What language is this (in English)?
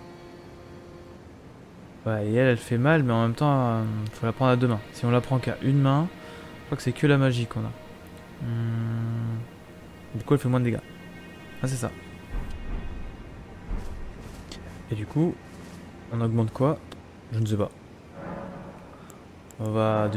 French